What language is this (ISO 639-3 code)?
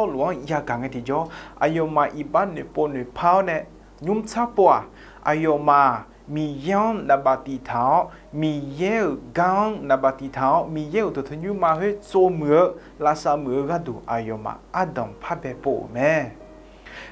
ahk